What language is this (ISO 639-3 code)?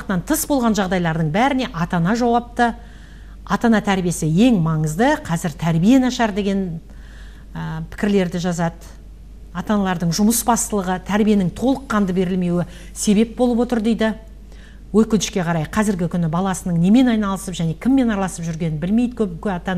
kaz